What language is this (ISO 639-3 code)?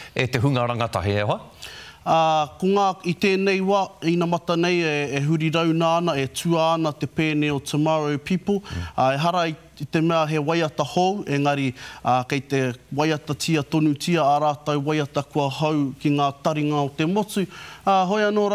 mri